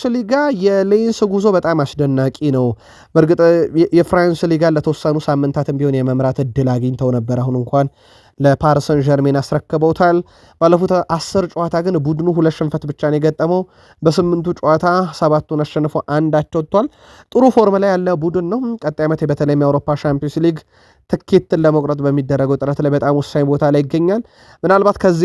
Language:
Amharic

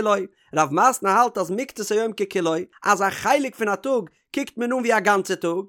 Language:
Yiddish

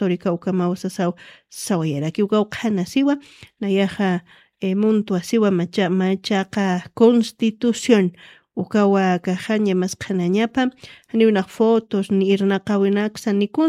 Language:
Aymara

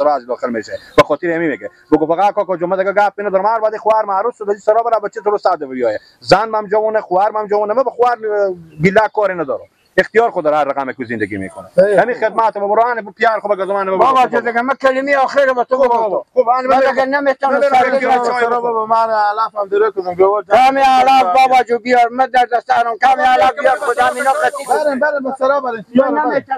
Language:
Persian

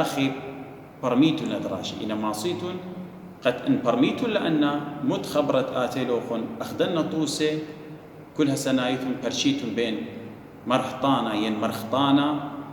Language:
Assyrian Neo-Aramaic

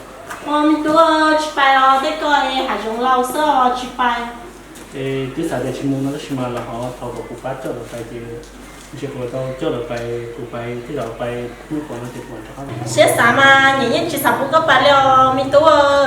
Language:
Hmong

